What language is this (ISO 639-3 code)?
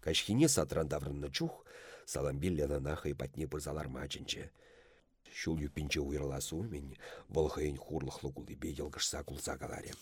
chv